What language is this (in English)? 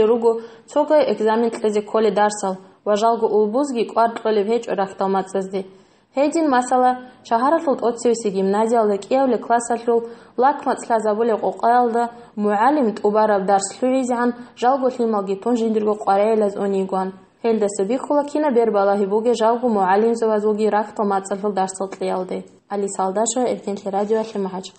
Avaric